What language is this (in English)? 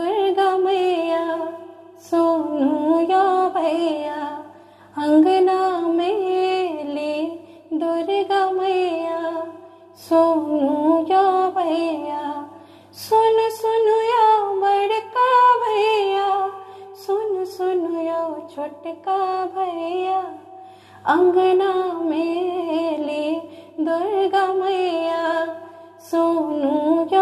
Maithili